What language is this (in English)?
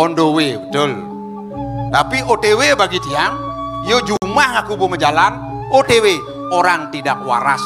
Balinese